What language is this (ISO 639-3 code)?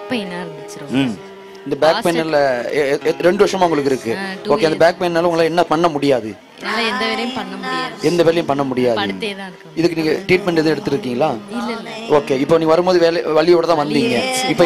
tam